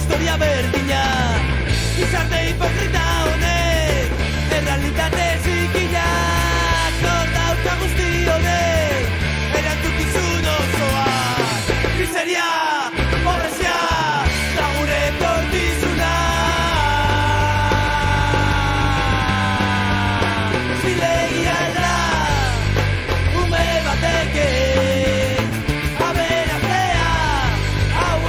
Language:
Basque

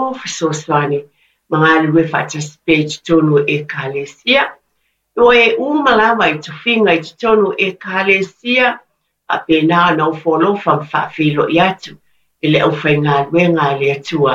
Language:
Samoan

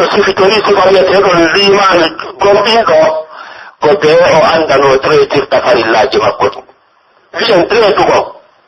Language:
Pular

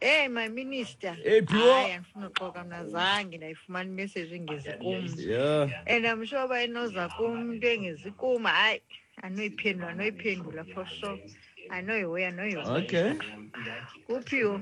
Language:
Xhosa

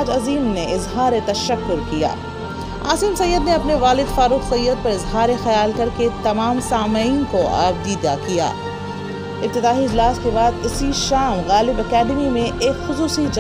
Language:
Urdu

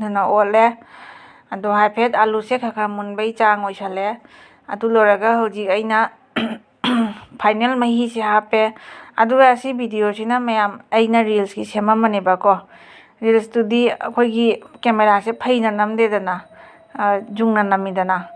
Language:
Manipuri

